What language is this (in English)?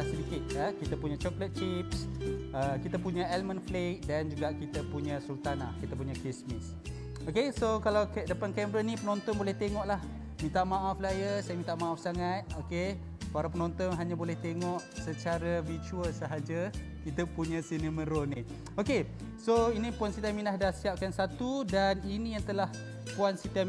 Malay